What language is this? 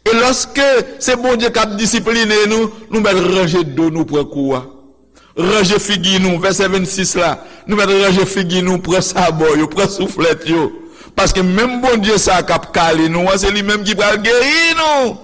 Haitian Creole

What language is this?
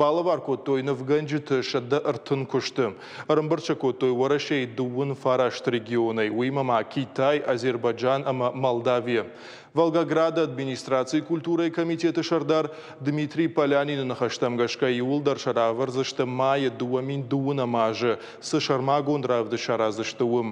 Ossetic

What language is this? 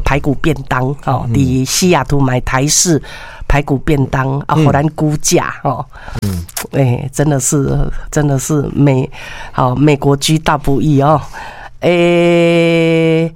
Min Nan Chinese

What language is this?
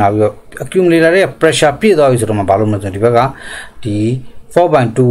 Burmese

